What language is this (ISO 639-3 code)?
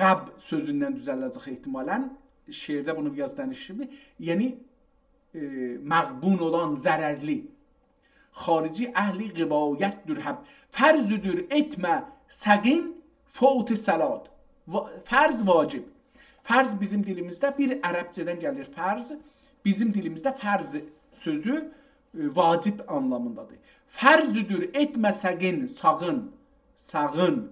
azb